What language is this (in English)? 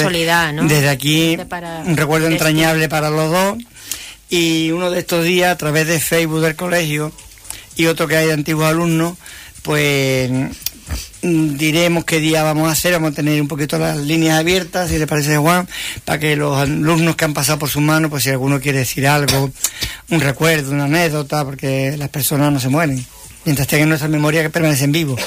Spanish